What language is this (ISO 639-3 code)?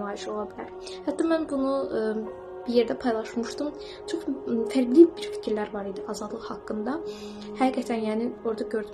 aze